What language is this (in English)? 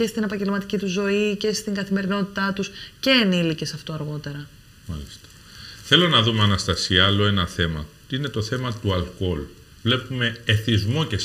Greek